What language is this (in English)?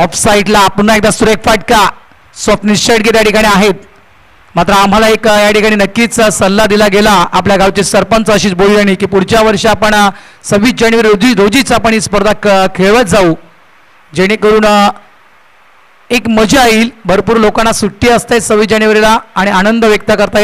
Marathi